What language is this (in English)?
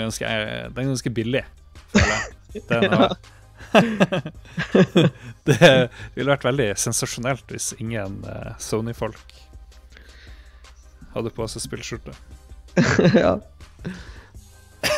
Norwegian